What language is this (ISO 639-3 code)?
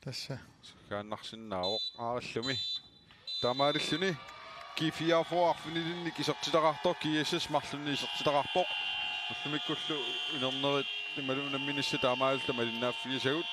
kal